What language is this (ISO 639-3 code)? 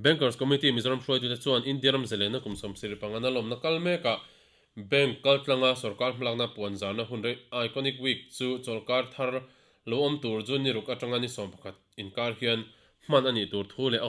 lus